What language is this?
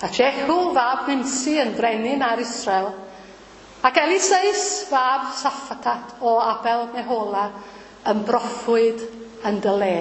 Welsh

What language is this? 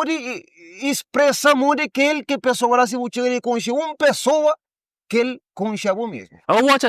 Kabuverdianu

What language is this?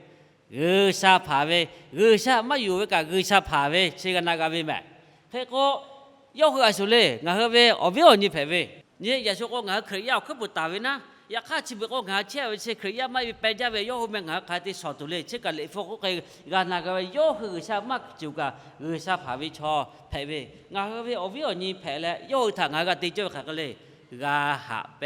Lahu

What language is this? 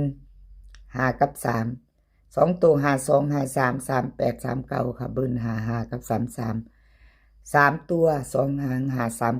Northeastern Thai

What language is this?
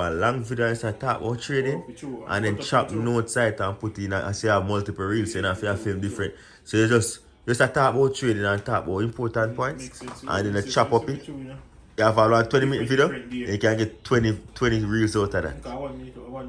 Jamaican Creole English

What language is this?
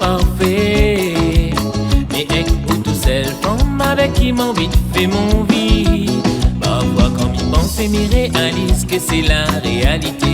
Réunion Creole French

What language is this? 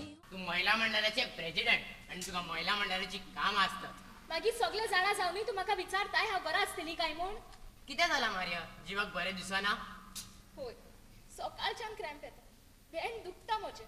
Konkani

